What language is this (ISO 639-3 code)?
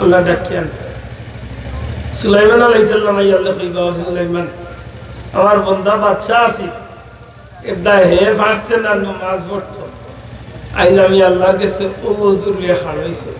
syl